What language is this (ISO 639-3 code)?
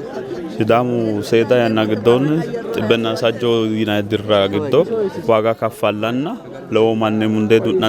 sid